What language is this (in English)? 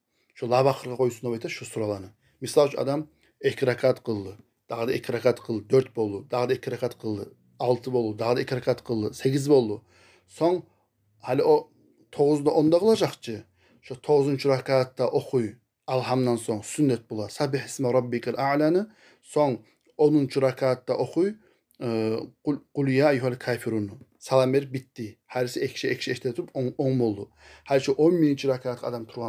Kumyk